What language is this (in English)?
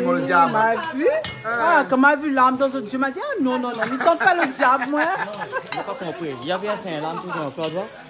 Réunion Creole French